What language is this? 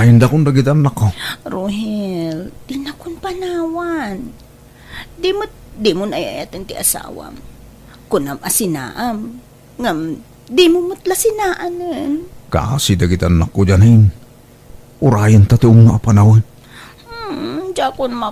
Iloko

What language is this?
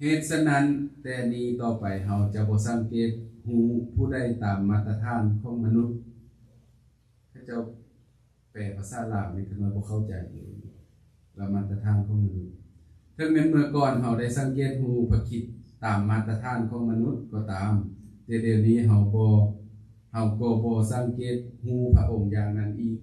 Lao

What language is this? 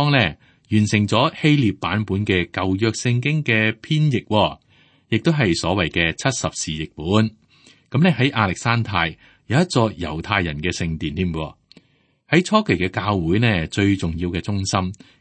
Cantonese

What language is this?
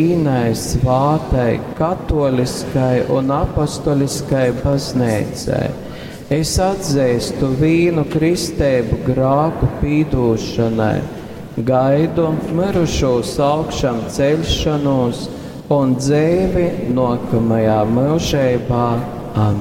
Latgalian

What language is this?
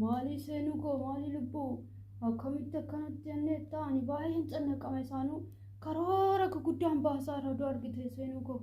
Oromo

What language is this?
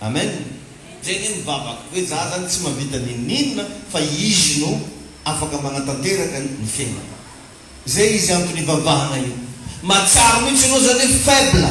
Malagasy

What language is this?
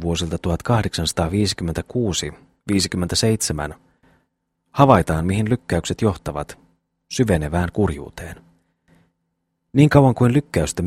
Finnish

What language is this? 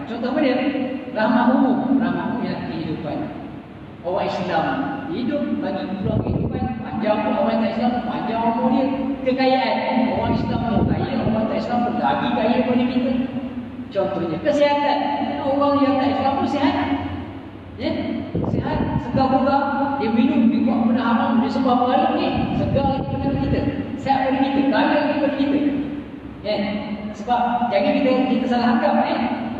Malay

